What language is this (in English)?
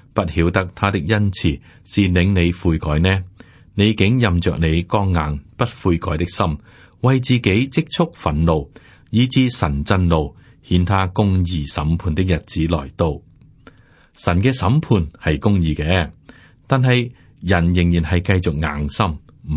Cantonese